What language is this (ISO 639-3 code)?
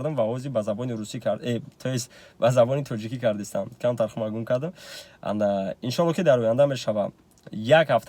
tgk